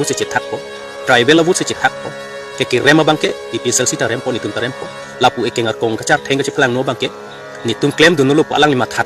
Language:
Karbi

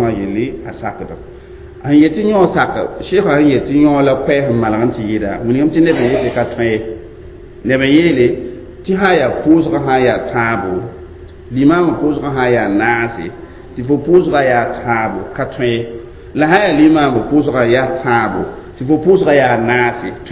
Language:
Mossi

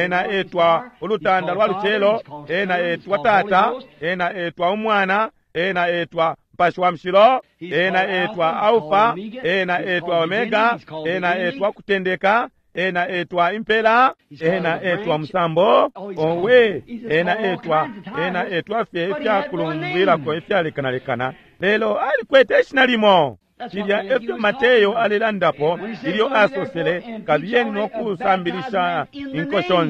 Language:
Bemba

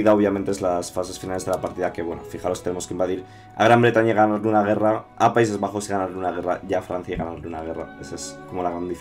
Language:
Spanish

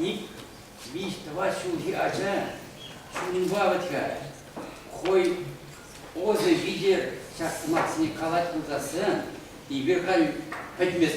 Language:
Chuvash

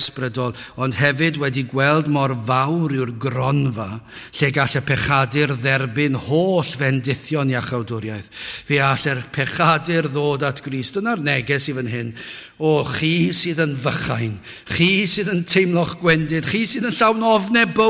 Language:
Welsh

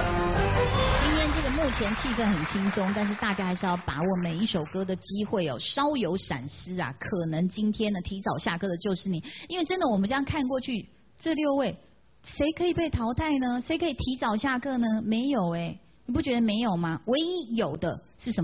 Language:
Chinese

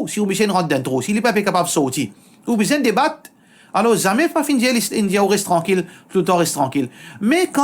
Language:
Morisyen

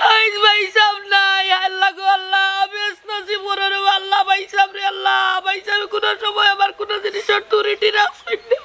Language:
Sylheti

